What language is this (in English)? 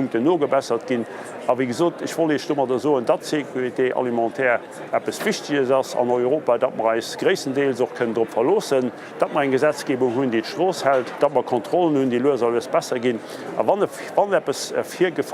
Luxembourgish